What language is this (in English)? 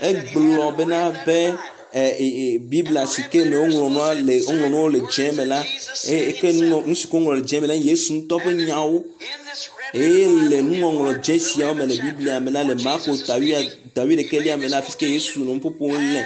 Ewe